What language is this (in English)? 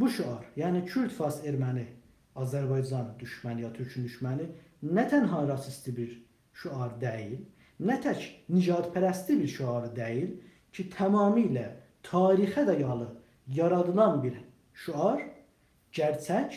South Azerbaijani